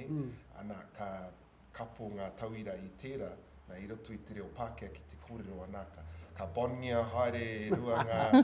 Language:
Māori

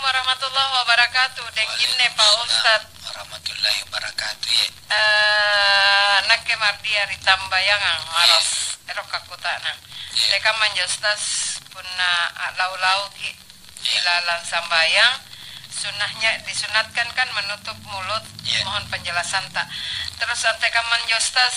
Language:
Makasar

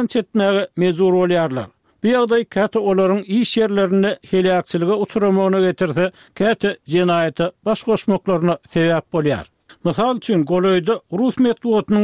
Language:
Turkmen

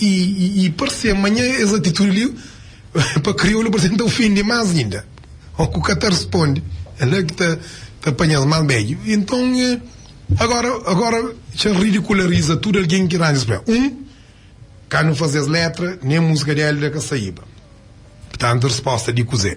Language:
Kabuverdianu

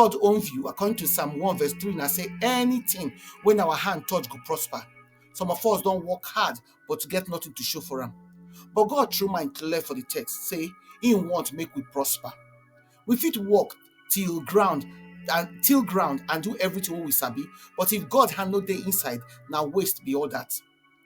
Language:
Nigerian Pidgin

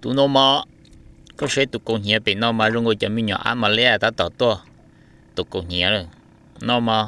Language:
Hmong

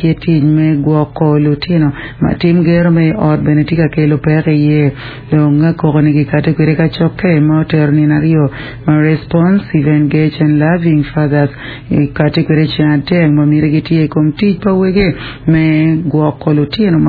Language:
Acoli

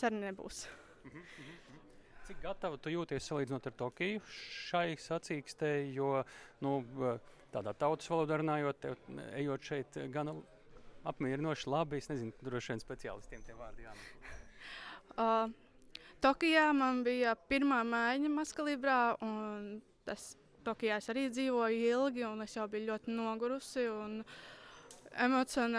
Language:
Latvian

